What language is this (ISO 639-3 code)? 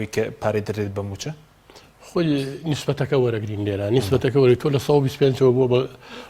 ckb